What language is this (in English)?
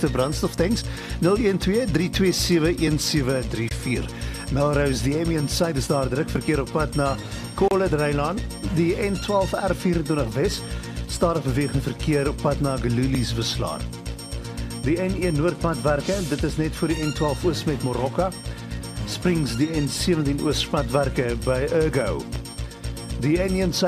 Afrikaans